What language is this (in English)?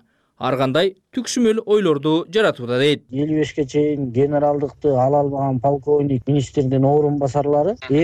Kyrgyz